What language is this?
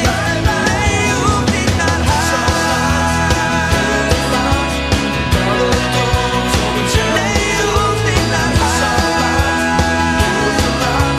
Dutch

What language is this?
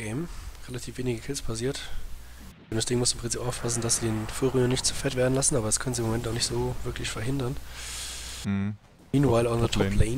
German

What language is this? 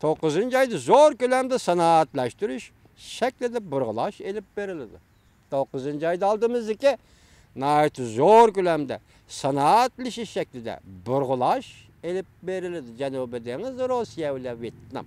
Uyghur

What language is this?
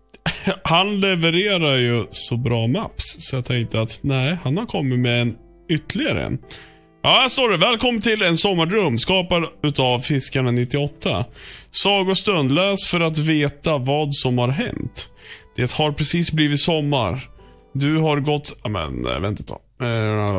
Swedish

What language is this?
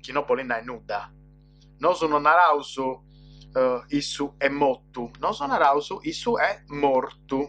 Sardinian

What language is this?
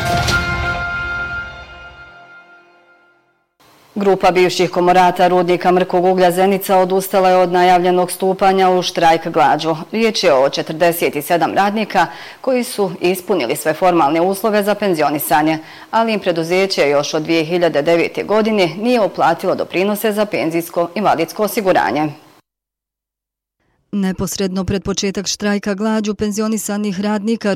Bosnian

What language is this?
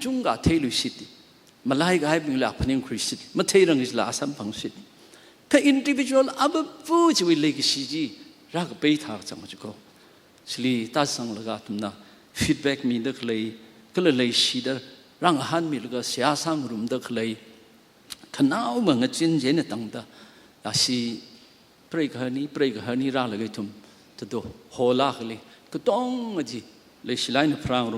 Tangkhul Naga (India)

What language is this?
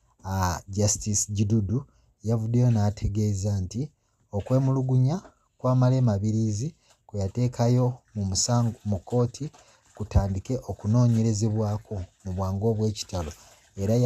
Ganda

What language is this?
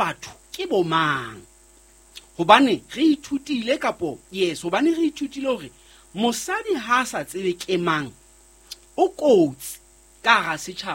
Southern Sotho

